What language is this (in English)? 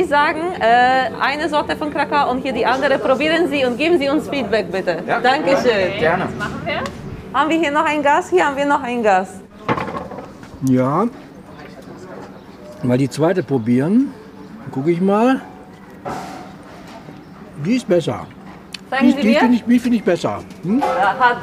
German